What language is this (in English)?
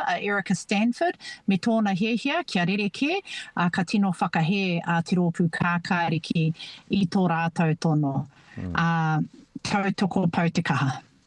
Māori